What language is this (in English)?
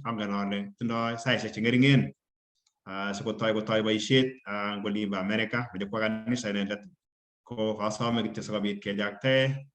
Kalenjin